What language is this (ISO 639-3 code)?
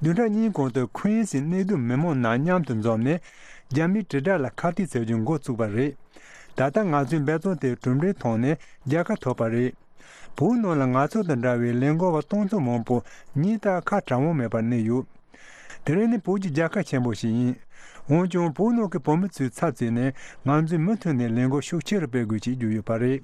bod